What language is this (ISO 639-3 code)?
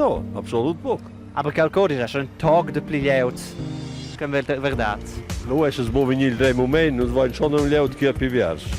roh